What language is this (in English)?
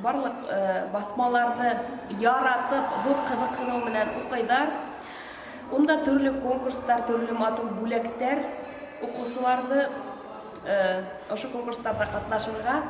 Bashkir